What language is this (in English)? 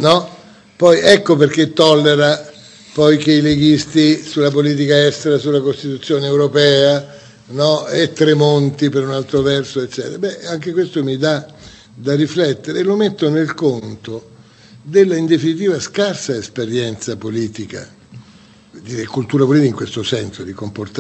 Italian